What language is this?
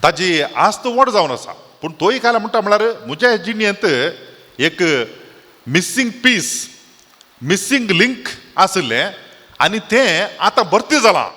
Konkani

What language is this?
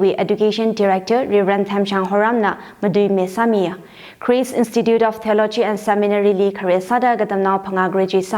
Tangkhul Naga (India)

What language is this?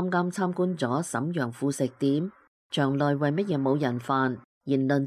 Cantonese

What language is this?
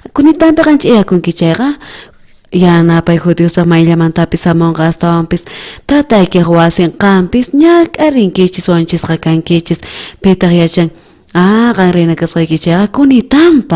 South Bolivian Quechua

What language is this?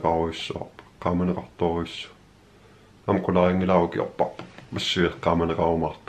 Kalaallisut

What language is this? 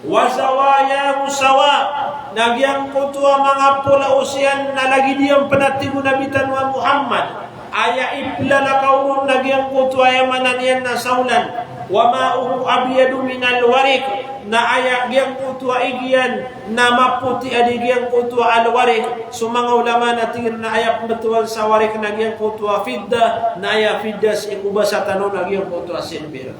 Maranao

